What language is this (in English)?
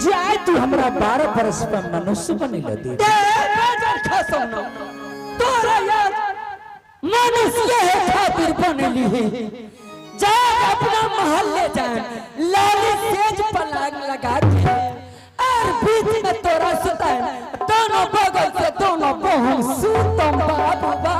Angika